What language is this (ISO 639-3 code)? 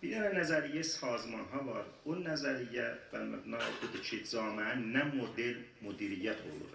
azb